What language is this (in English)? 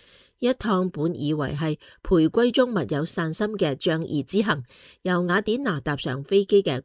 Cantonese